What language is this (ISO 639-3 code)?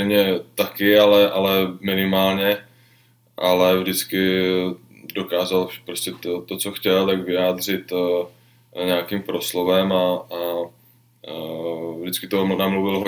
ces